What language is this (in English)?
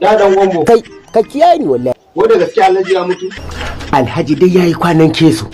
Hausa